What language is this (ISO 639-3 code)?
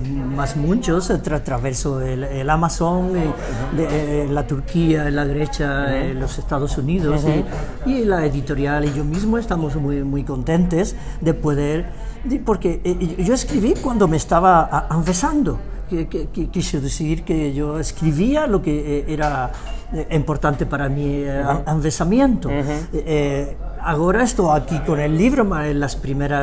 lad